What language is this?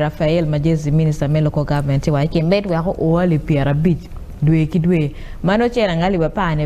Acoli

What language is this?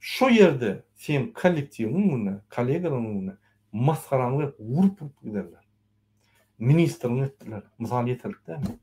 Turkmen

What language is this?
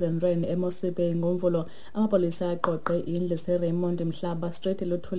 Xhosa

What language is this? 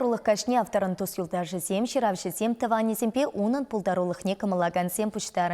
Chuvash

